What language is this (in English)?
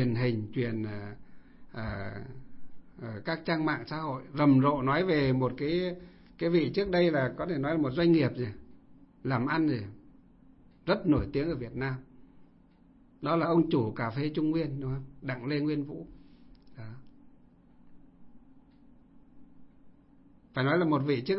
Vietnamese